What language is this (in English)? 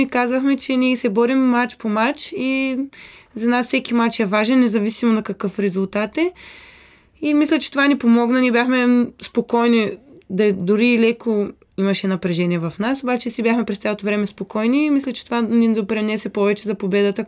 Bulgarian